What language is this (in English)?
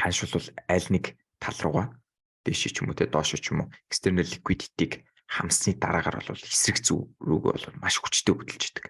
Mongolian